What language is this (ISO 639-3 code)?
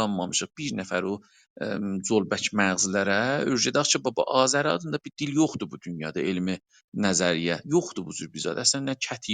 azb